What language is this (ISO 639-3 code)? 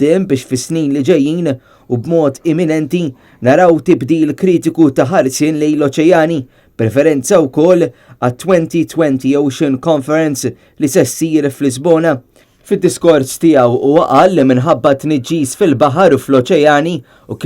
mlt